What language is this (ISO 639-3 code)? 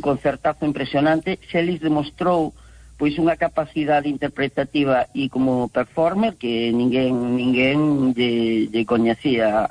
glg